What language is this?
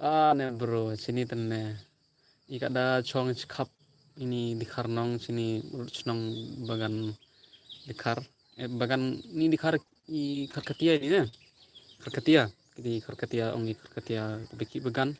Khasi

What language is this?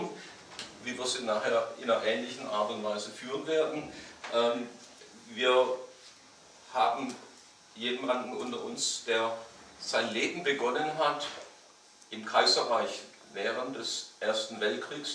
German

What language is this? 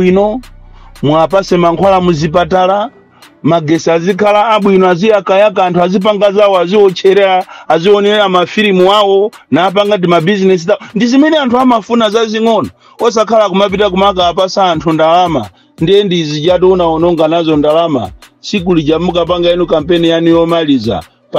Nyanja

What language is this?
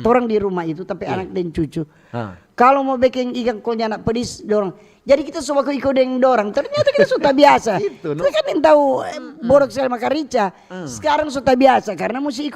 Manado Malay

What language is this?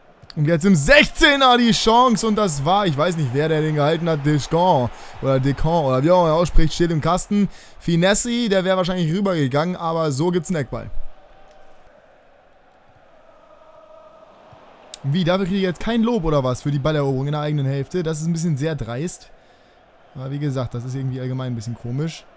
German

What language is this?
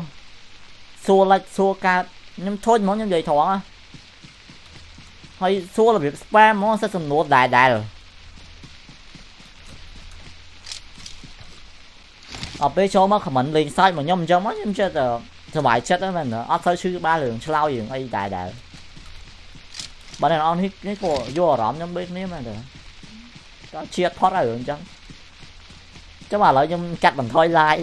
Vietnamese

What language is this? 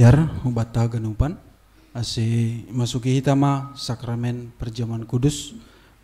Batak Simalungun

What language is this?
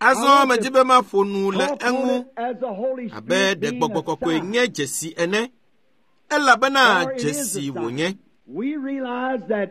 Ewe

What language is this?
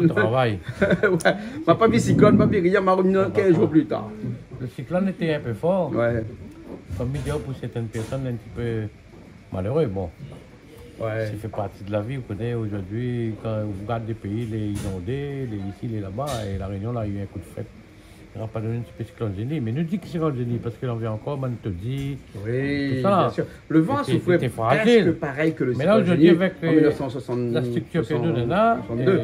Réunion Creole French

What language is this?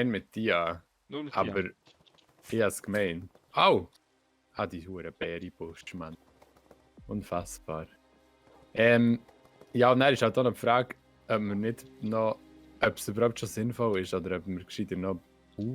Swiss German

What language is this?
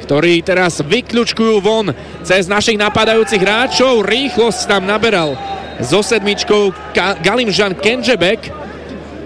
Slovak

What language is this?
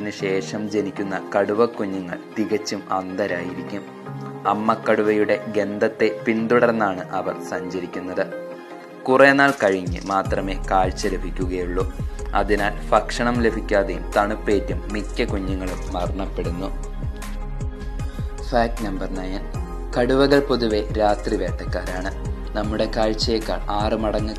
Malayalam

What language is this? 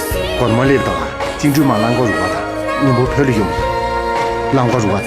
Tibetan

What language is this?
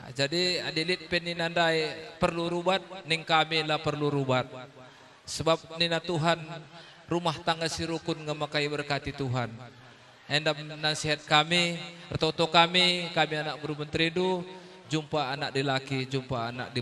Batak Karo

